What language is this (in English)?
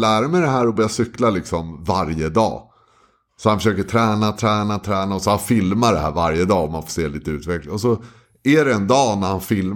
Swedish